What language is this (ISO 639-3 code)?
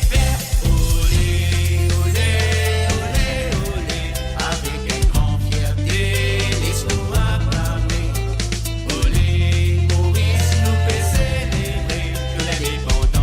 mfe